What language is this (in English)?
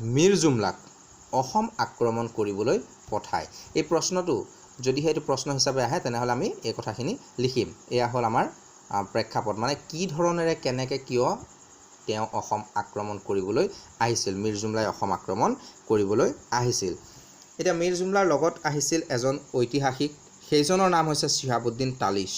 Assamese